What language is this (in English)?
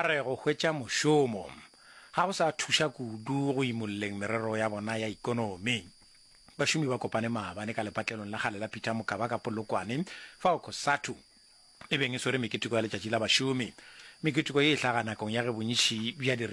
Northern Sotho